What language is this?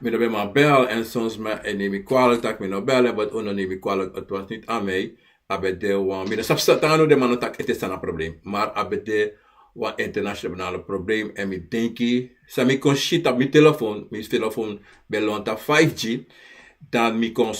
Sranan Tongo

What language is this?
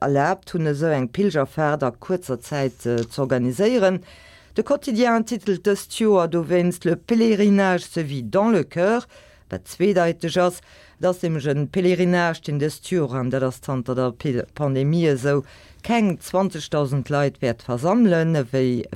Luxembourgish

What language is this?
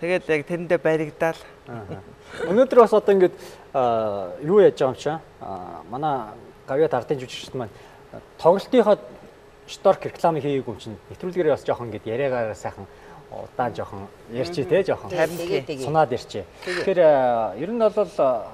Mongolian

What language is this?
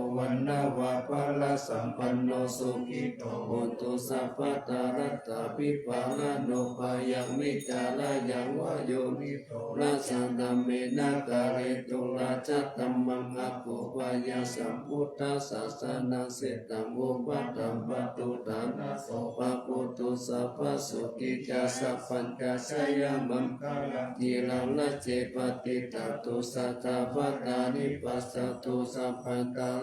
Pali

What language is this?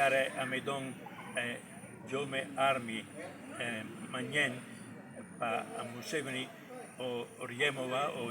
Lango (Uganda)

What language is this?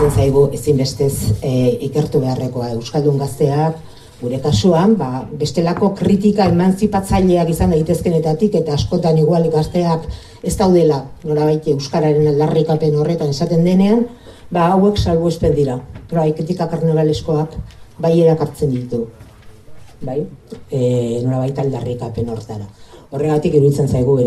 Basque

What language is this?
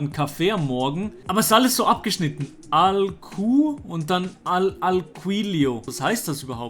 Swiss German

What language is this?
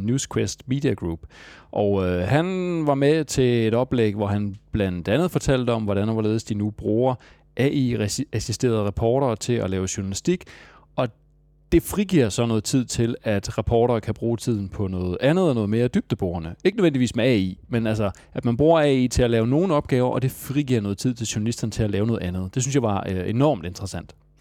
Danish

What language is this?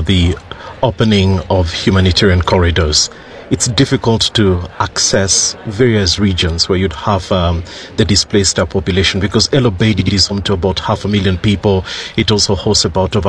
English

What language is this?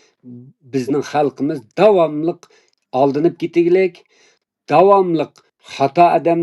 Uyghur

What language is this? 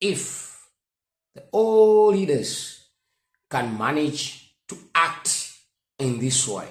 English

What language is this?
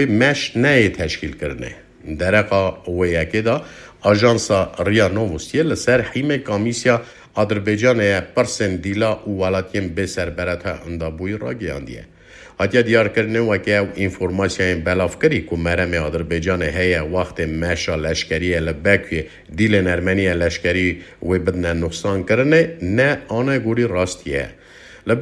Kurdish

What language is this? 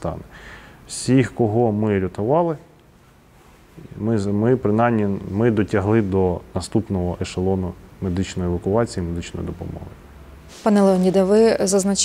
Ukrainian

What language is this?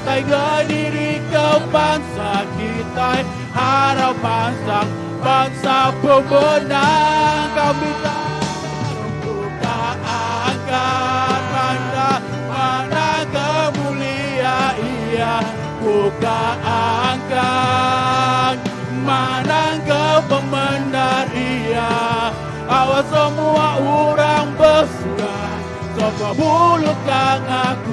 Iban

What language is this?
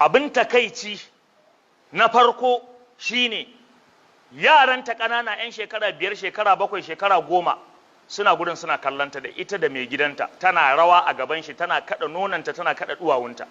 Hausa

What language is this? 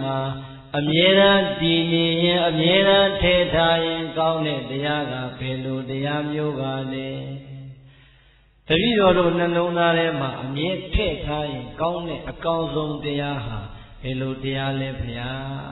Burmese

